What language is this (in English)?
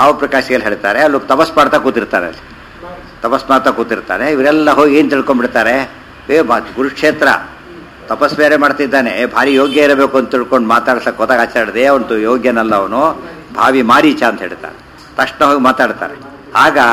Kannada